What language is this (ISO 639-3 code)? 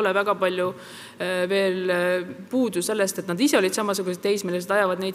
est